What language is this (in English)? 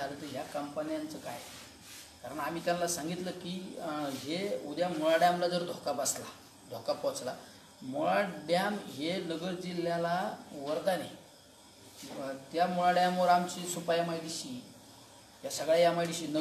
Marathi